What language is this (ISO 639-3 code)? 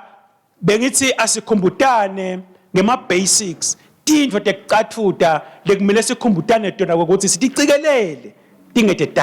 ssw